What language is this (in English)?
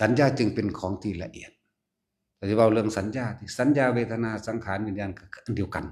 Lao